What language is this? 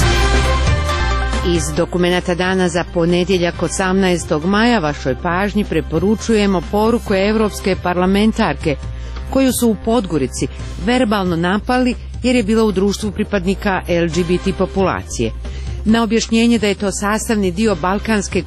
Serbian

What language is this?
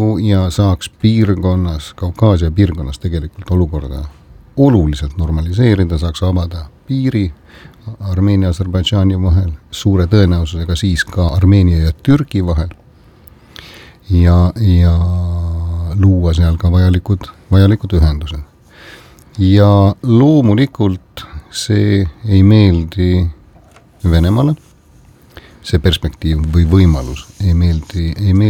Estonian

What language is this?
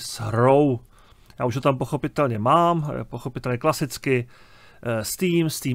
Czech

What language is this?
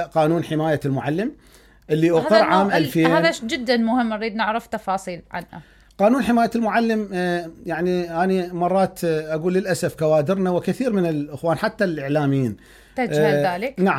Mesopotamian Arabic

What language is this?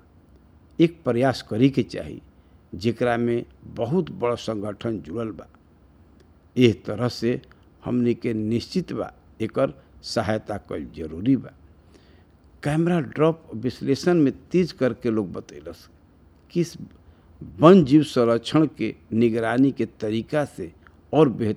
Bhojpuri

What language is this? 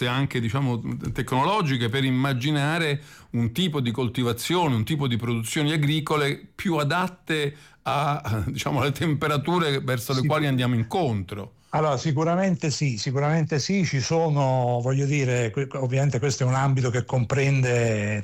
Italian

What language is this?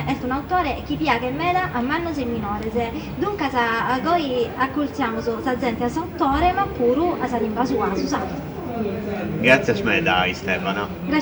Sardinian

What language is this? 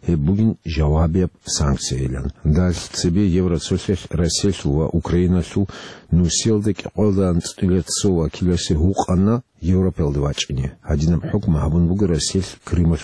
Avaric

